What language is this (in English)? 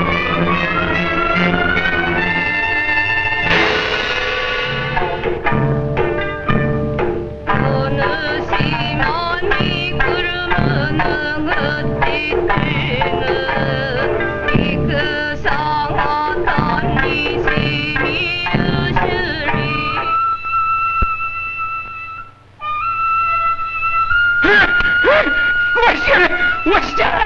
Japanese